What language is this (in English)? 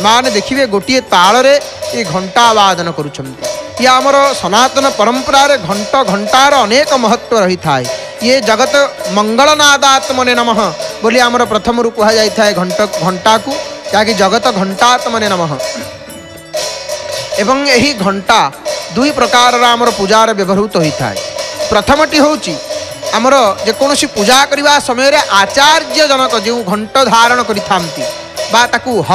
Odia